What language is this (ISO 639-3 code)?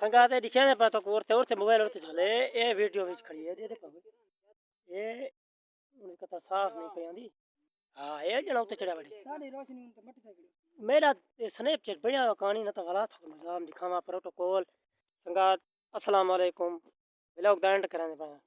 skr